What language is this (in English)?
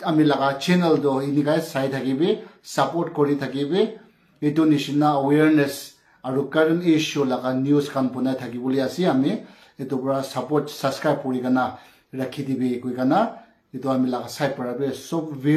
Naga Pidgin